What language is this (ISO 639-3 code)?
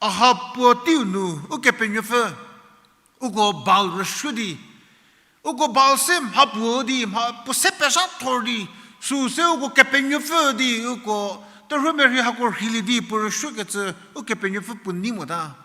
njm